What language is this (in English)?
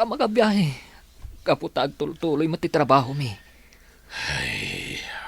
Iloko